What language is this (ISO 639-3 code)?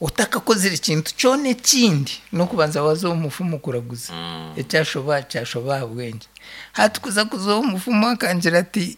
nyn